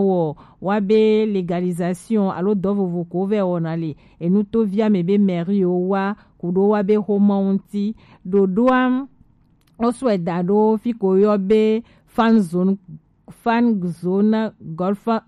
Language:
Gen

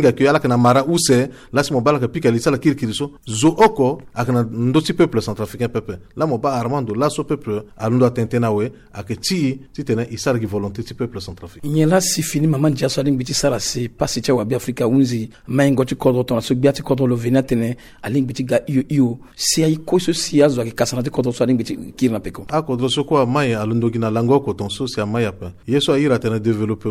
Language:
Sango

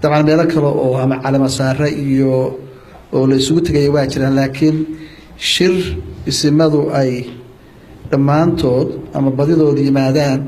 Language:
Somali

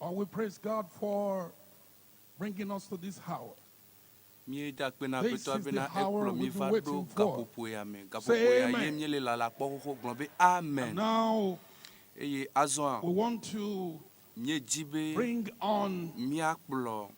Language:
Ewe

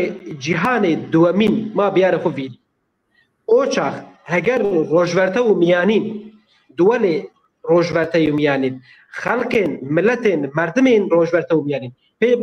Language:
Zaza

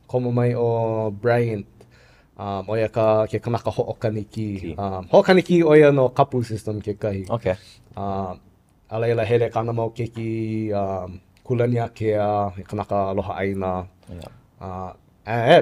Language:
Hawaiian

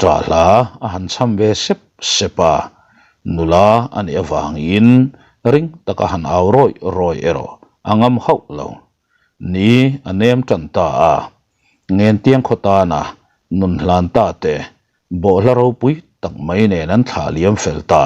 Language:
Mizo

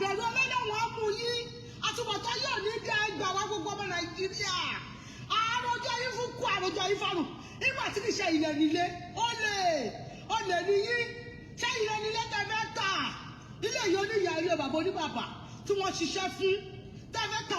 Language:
Yoruba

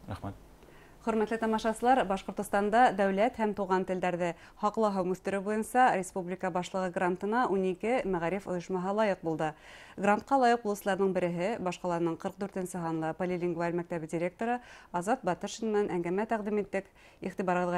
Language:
Bashkir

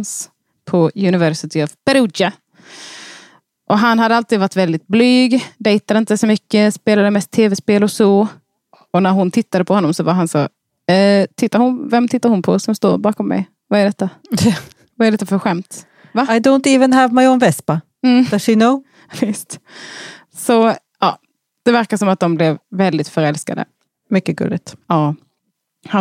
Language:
Swedish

